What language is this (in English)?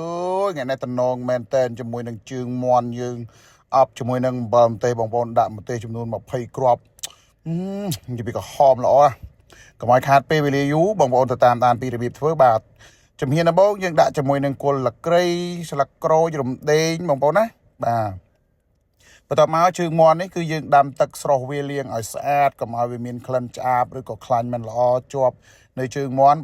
Khmer